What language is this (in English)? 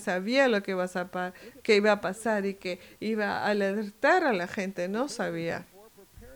Spanish